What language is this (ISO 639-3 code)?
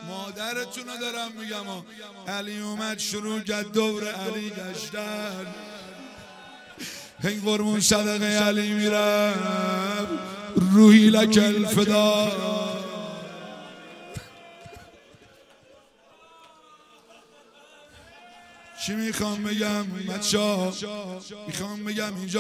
fas